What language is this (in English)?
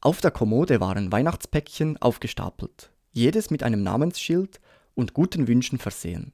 Swiss German